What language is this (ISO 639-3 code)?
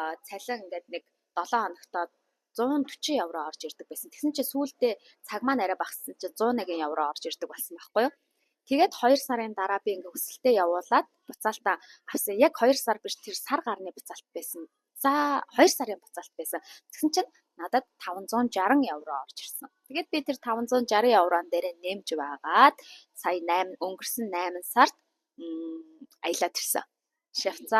mon